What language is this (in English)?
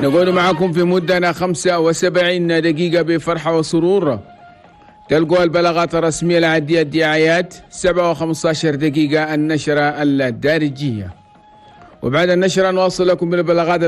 Chadian Arabic